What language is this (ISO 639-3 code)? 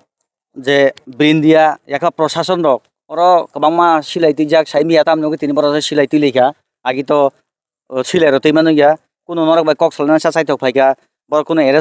trp